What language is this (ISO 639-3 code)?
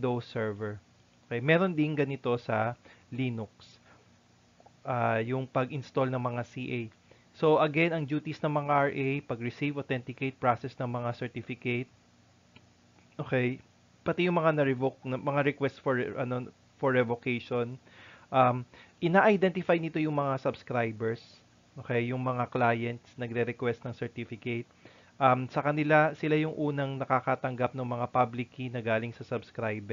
fil